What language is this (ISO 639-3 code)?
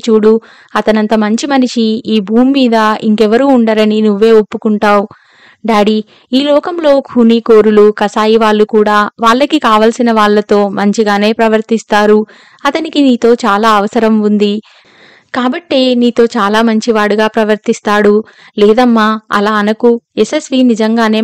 tel